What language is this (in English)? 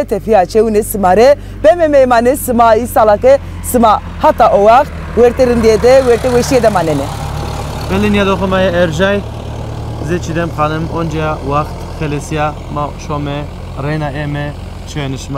Zaza